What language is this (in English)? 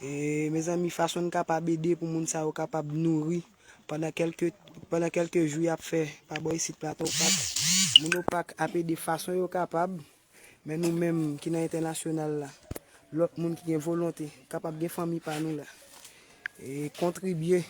Haitian Creole